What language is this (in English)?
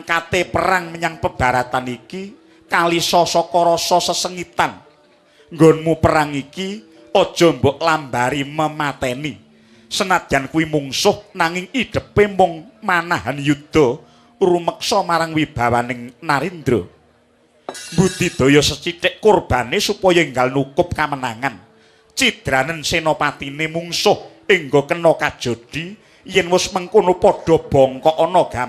Javanese